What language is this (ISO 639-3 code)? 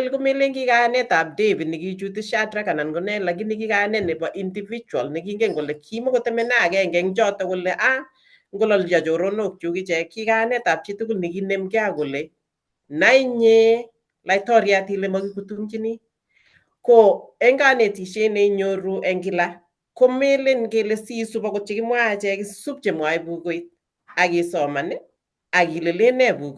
kln